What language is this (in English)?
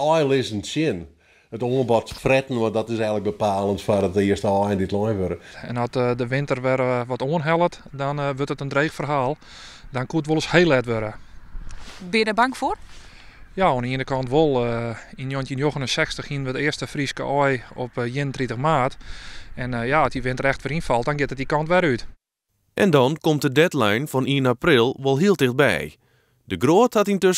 Western Frisian